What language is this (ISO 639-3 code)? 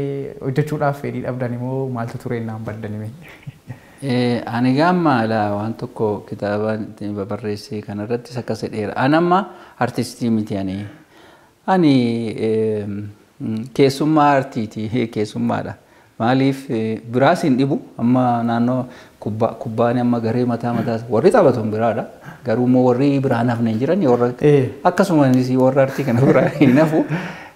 orm